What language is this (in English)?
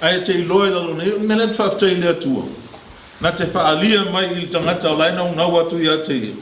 Samoan